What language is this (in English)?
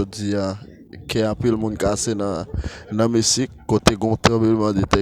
Haitian Creole